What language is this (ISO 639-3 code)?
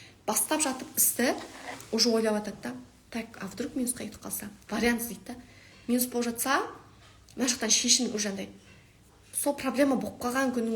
kaz